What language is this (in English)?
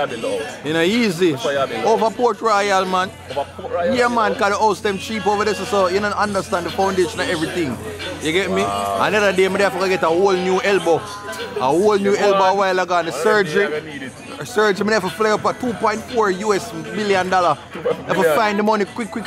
Jamaican Creole English